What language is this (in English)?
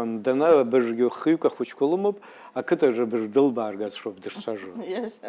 Abkhazian